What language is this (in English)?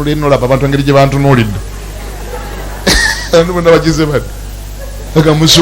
Ganda